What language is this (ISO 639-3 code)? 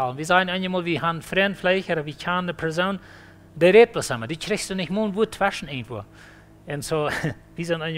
pdt